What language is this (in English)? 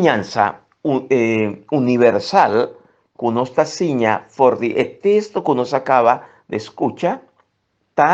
Papiamento